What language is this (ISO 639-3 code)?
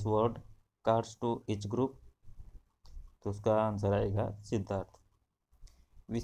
hin